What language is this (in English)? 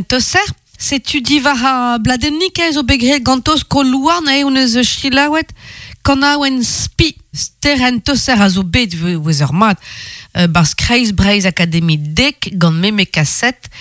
Breton